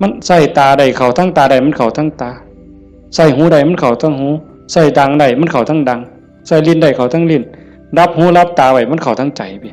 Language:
Northeastern Thai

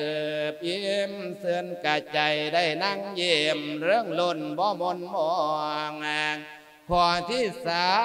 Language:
Lao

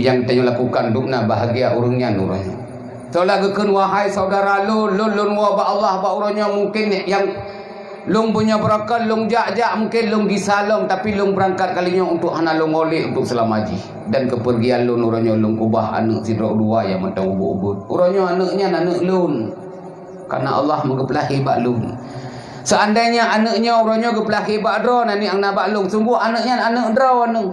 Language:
Achinese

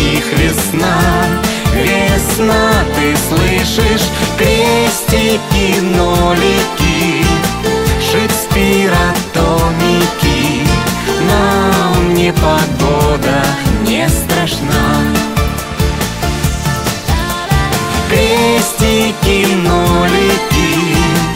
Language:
Russian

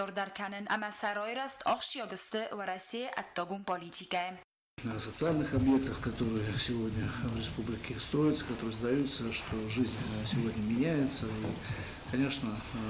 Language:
Ossetic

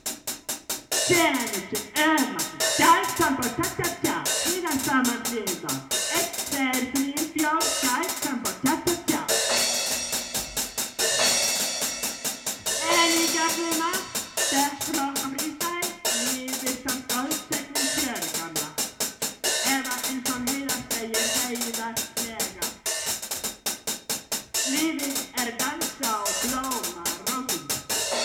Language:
Icelandic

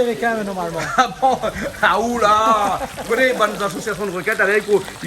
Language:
Réunion Creole French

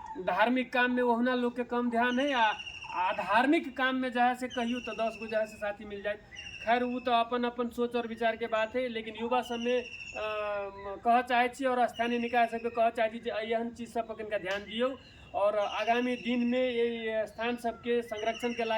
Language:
Maithili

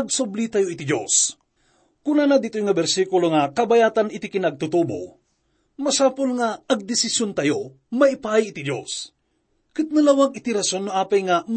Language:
Iloko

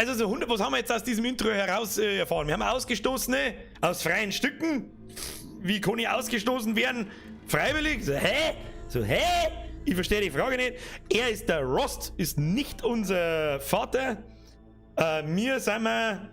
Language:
Bavarian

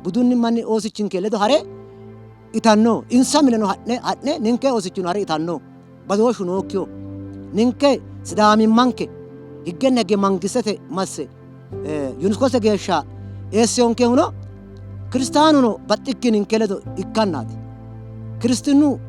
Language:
Sidamo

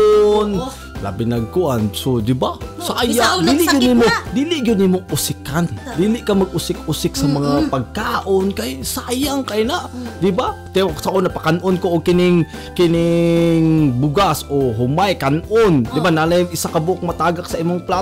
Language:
Cebuano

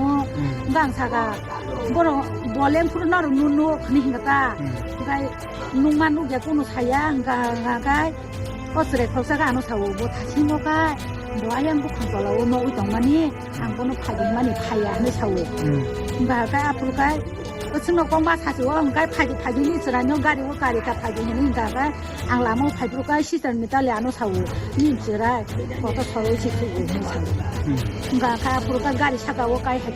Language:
Kok Borok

